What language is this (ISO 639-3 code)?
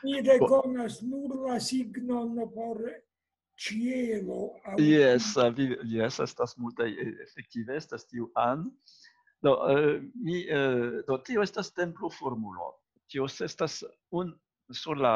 epo